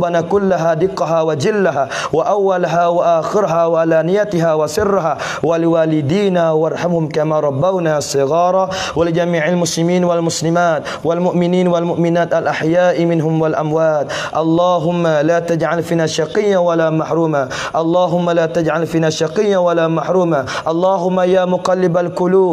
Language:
Pattani Malay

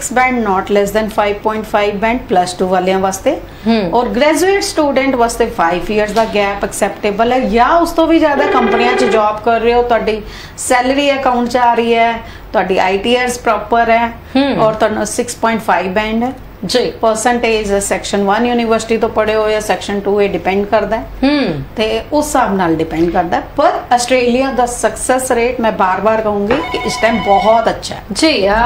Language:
Punjabi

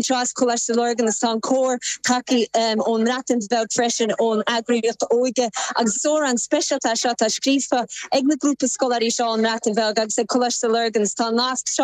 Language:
Irish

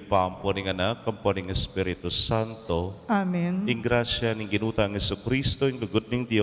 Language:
Pampanga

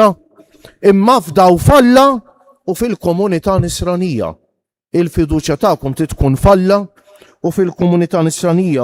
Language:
Maltese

